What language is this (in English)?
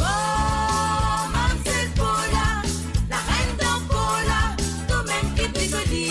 Morisyen